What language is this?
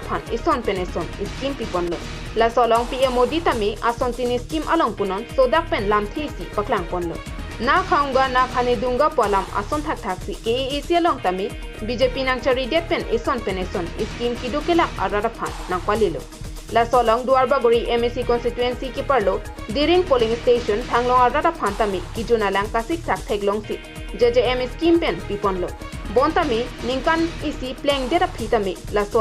Karbi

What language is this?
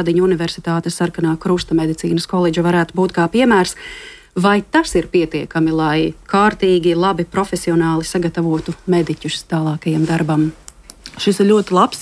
Latvian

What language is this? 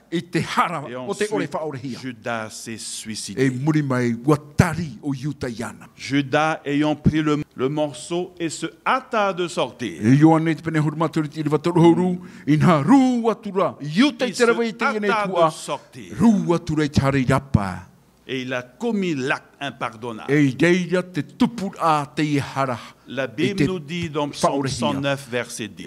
Tahitian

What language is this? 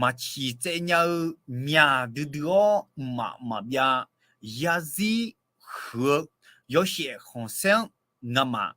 Akha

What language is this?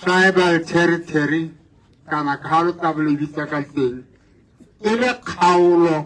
Tswana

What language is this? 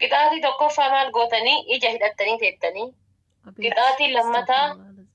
Oromo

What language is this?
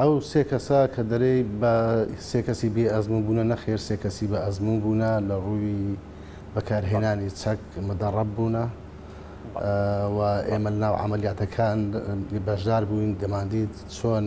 Central Kurdish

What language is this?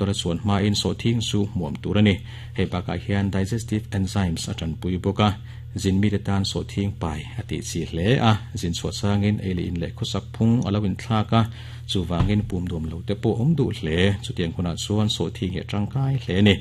Mizo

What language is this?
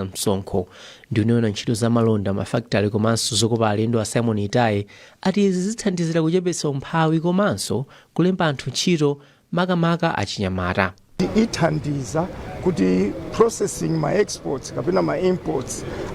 Nyanja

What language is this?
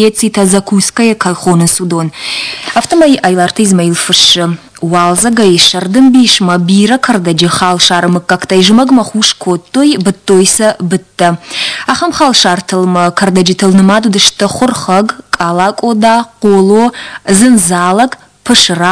Ossetic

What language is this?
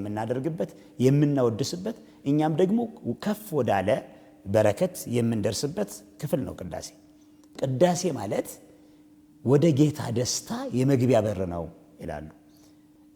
Amharic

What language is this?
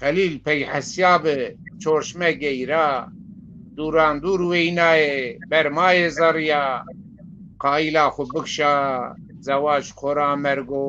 Zaza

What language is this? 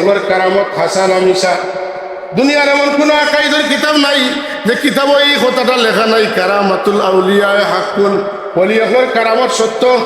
Sylheti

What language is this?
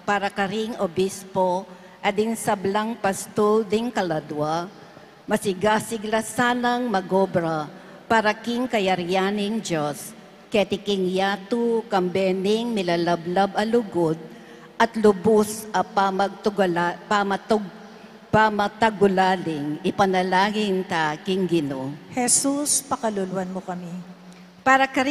Pampanga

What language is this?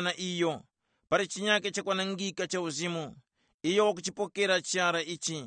Tumbuka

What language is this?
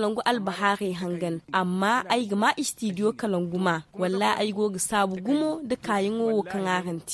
Zarma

